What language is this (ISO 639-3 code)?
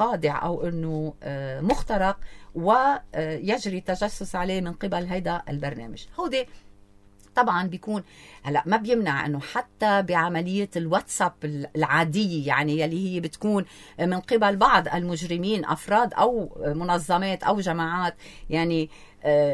apc